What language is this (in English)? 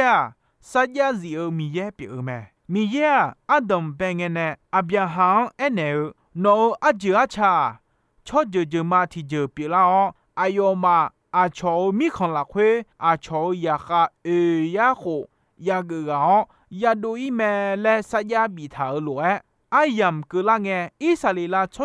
Akha